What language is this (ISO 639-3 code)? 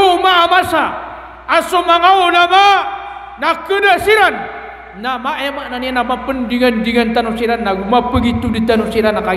mrw